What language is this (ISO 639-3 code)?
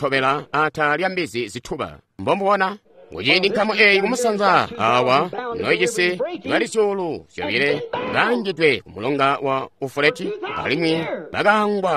toi